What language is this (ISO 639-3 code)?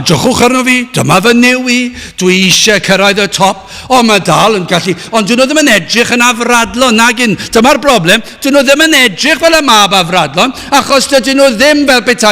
cym